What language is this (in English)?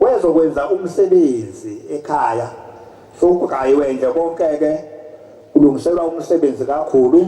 Zulu